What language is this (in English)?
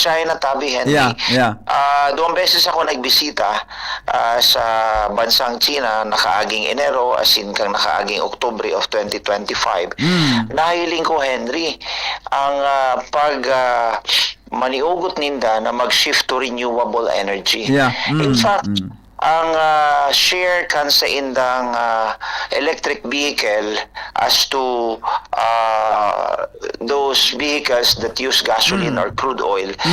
Bikol